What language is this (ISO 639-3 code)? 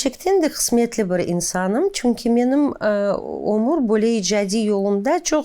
crh